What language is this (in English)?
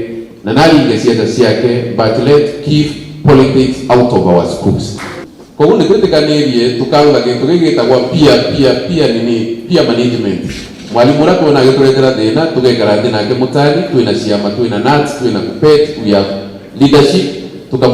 Meru